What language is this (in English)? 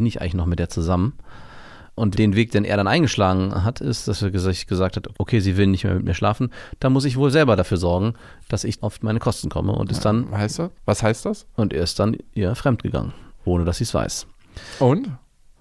German